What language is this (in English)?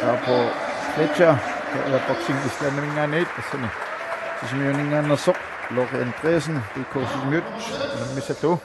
Kalaallisut